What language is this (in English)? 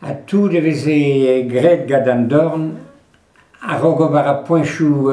Breton